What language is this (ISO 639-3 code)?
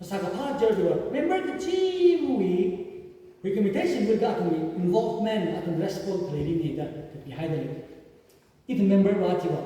nmf